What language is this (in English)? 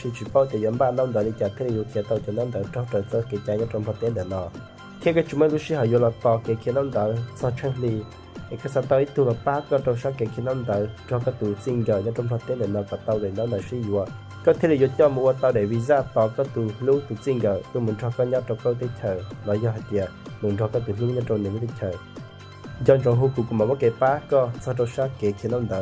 Hmong